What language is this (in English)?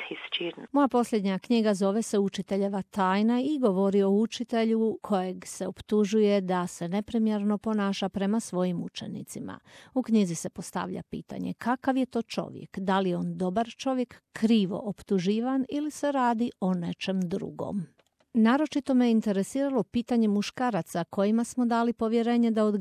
Croatian